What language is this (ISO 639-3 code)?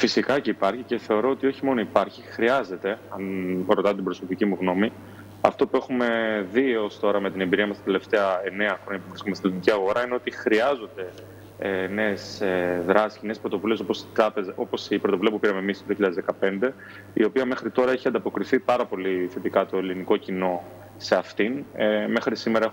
ell